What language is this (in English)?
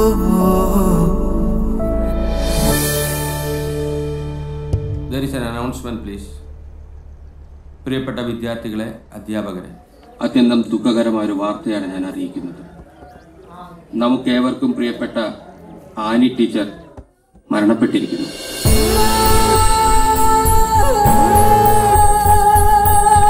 Malayalam